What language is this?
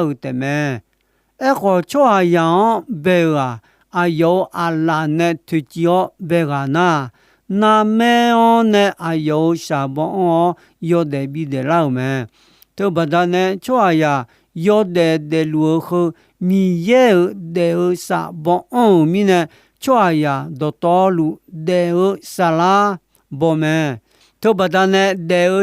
Akha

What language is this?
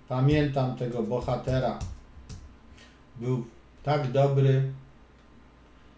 Polish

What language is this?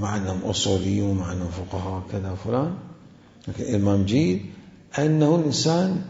Mesopotamian Arabic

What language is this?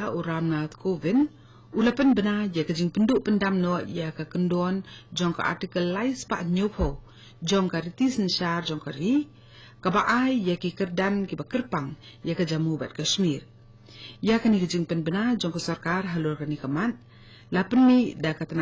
Khasi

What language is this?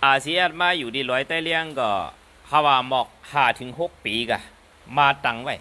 Shan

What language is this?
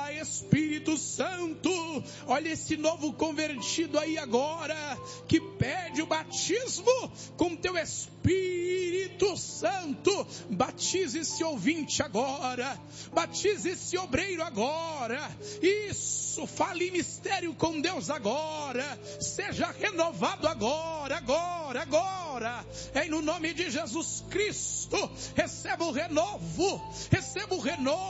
Portuguese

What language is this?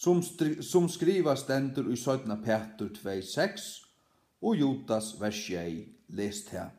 Faroese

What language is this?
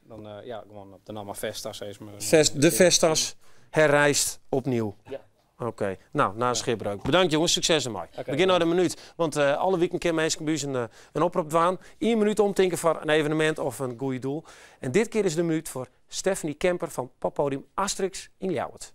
Western Frisian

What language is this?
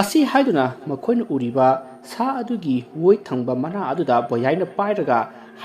Manipuri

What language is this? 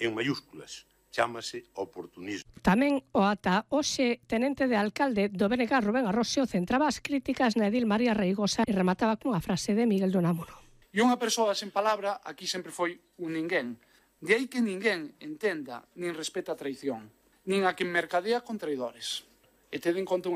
Galician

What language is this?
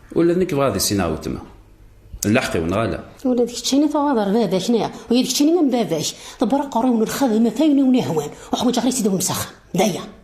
Kabyle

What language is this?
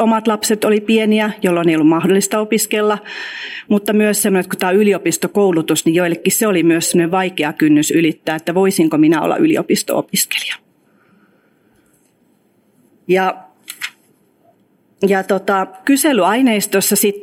Finnish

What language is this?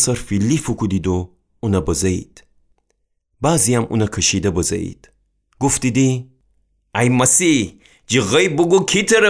Gilaki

